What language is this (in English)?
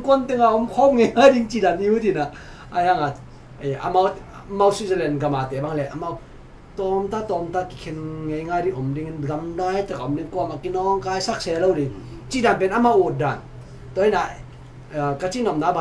Tedim Chin